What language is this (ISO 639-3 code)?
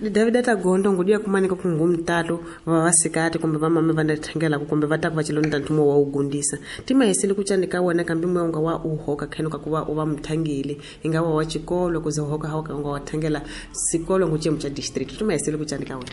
tso